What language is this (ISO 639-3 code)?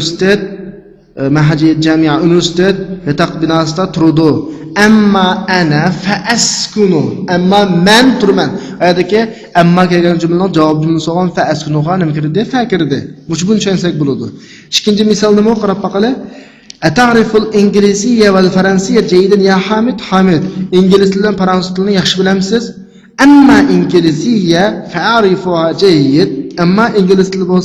uig